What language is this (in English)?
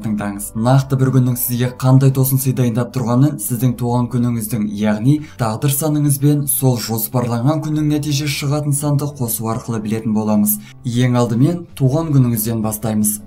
Kazakh